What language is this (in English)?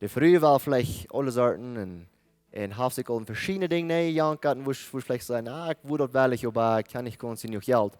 Plautdietsch